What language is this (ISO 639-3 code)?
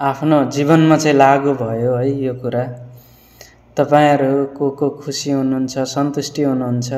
nep